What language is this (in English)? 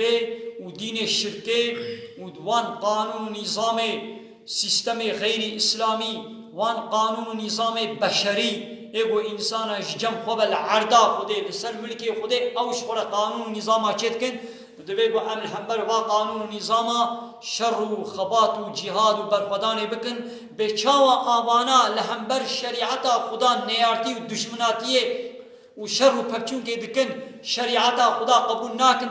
Kurdish